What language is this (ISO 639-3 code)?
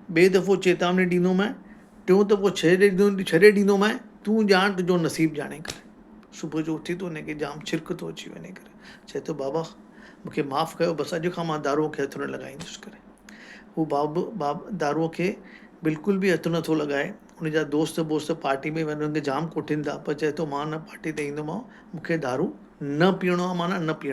snd